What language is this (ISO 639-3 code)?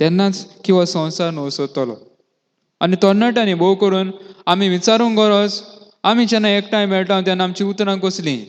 kok